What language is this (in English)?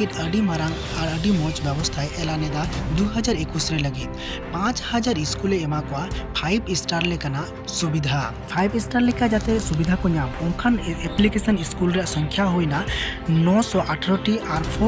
Santali